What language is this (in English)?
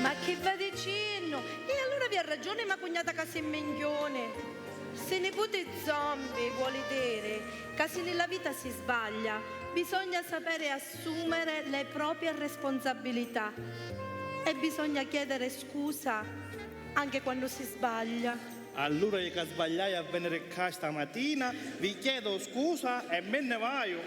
Sicilian